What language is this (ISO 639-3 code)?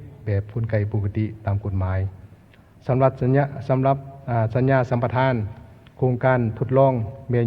lao